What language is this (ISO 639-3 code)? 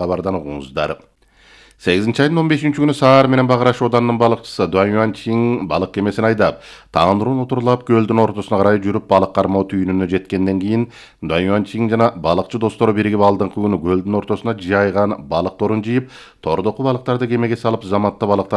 kir